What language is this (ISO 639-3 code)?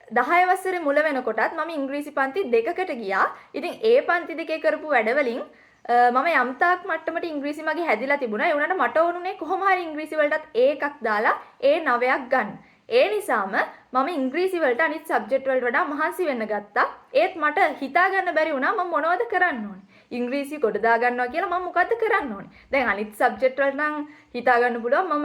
sin